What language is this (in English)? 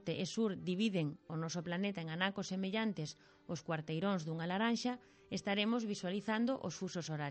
Galician